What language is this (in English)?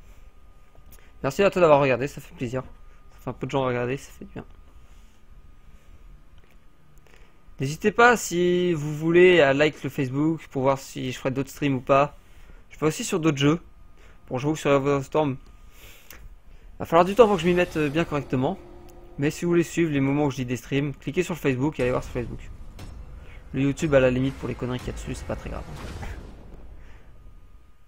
French